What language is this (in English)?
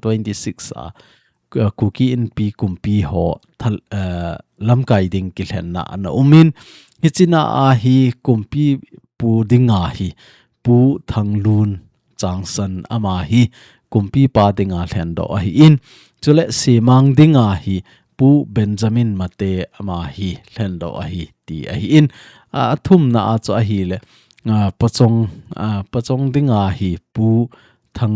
Thado Chin